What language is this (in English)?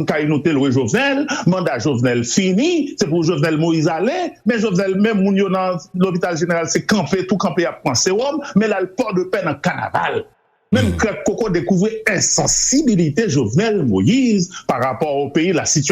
Haitian Creole